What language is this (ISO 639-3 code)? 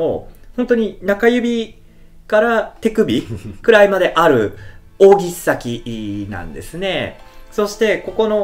jpn